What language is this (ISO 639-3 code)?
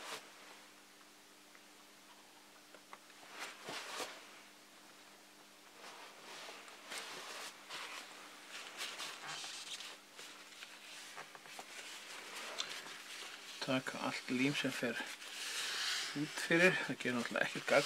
isl